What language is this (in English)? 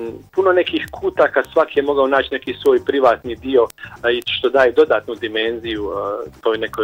Bosnian